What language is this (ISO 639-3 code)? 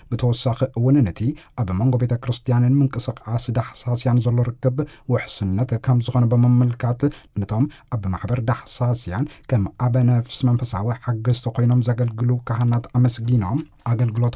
tir